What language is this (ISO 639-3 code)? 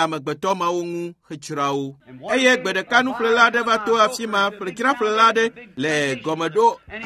ewe